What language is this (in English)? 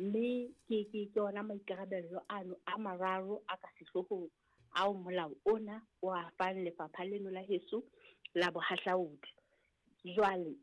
Southern Sotho